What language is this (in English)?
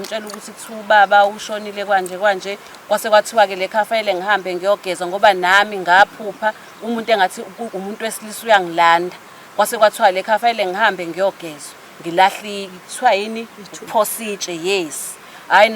Zulu